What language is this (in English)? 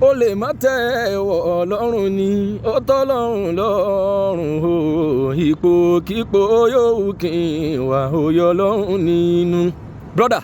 Yoruba